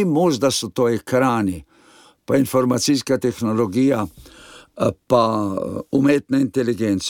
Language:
Slovenian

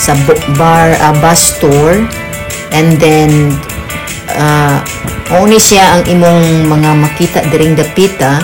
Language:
Cebuano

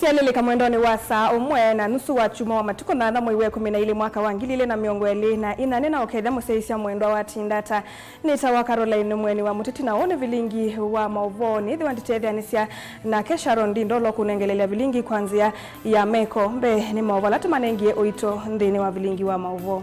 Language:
Kamba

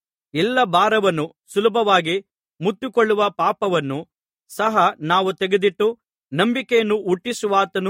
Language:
Kannada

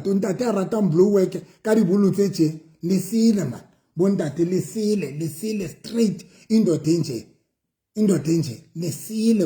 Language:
Southern Sotho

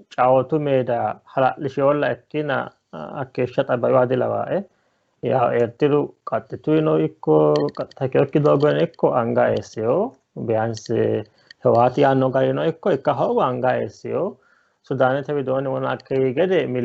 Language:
Sidamo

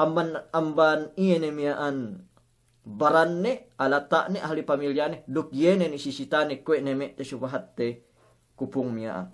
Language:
Yakan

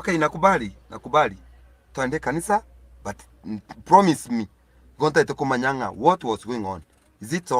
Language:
Gusii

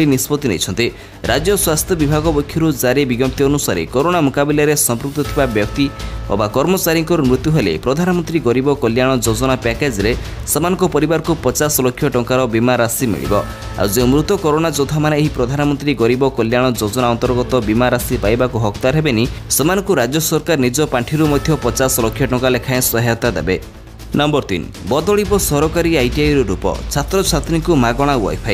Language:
Odia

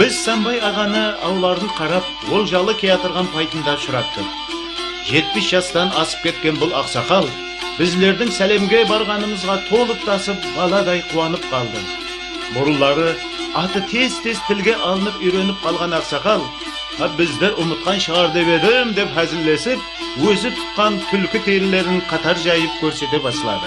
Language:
Kara-Kalpak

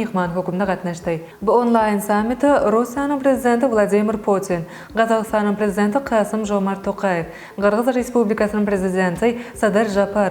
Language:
Turkmen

